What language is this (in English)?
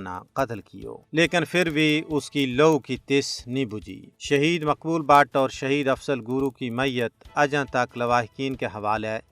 Gujari